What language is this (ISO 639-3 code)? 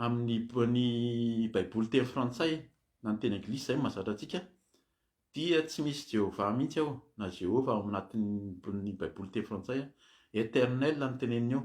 mlg